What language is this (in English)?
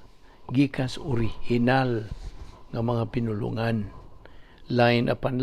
Cebuano